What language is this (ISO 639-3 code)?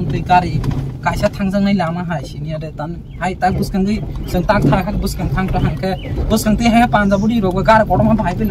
trp